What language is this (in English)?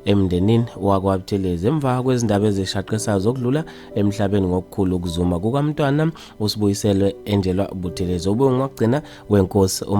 Zulu